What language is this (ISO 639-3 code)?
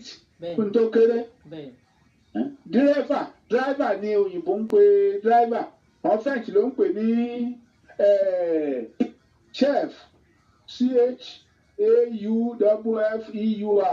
yor